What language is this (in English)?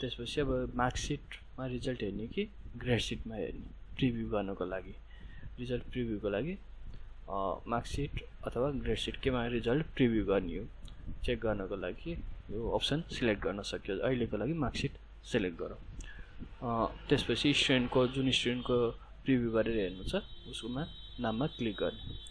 Nepali